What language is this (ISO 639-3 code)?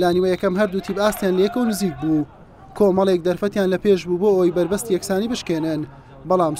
ckb